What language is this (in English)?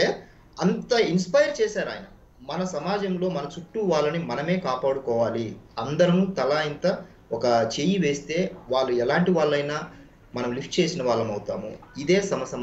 Telugu